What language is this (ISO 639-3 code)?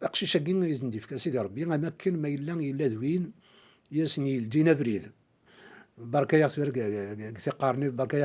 kab